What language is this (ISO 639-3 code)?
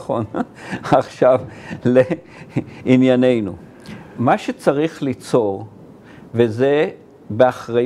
heb